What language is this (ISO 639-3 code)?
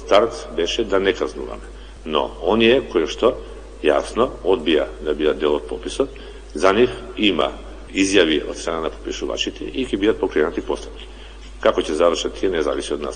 mkd